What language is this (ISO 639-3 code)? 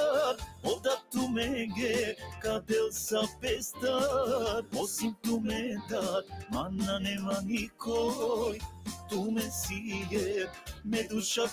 rmn